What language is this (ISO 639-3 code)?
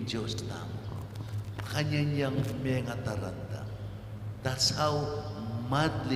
pam